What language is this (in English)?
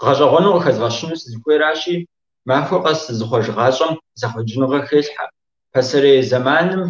Kabardian